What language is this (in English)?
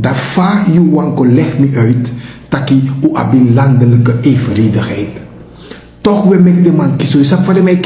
Sranan Tongo